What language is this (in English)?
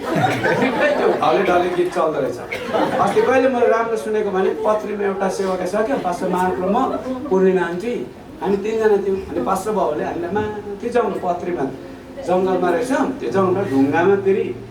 Nepali